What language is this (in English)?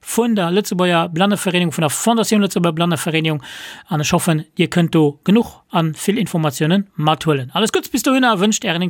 Luxembourgish